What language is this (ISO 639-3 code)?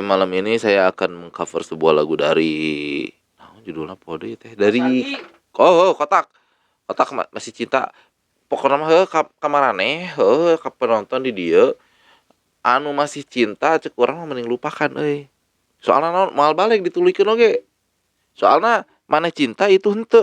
sun